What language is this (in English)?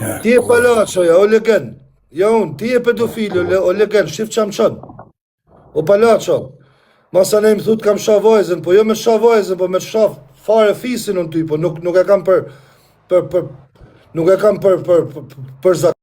Albanian